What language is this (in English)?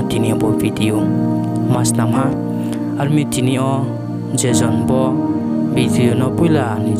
Riang (India)